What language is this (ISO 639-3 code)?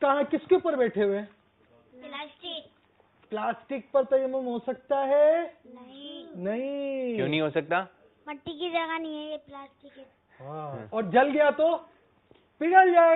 urd